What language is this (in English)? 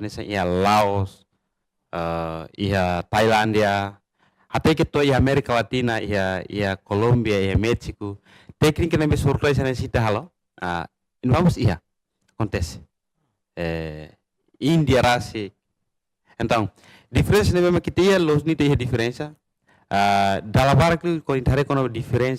Tetum